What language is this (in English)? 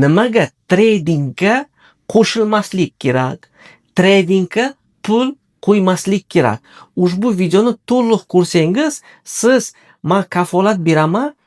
Uzbek